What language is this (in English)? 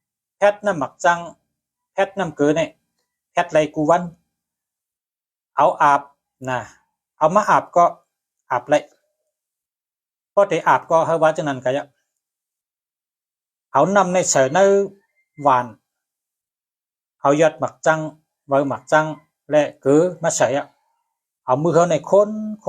Shan